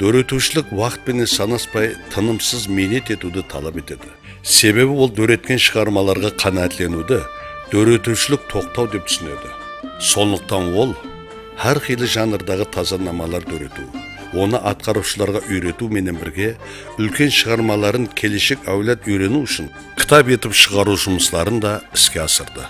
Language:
Kara-Kalpak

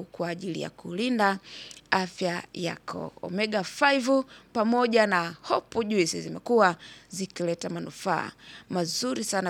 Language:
Swahili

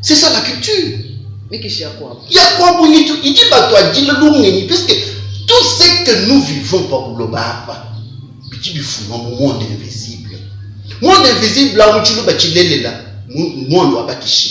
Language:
Luba-Lulua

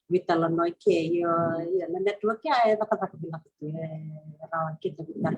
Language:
Fijian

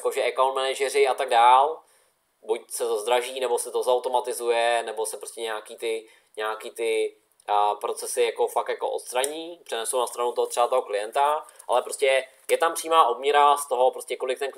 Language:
Czech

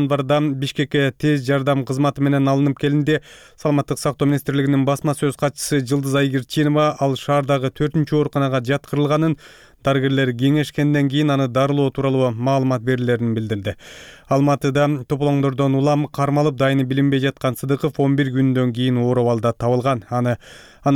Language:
Kyrgyz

